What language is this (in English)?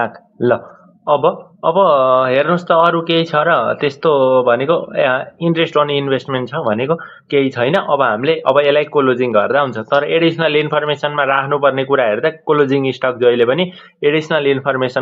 Nepali